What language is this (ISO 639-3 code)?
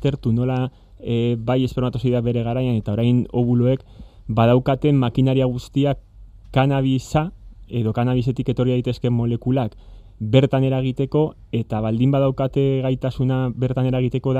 eus